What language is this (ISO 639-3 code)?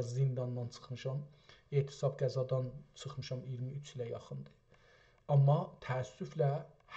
azb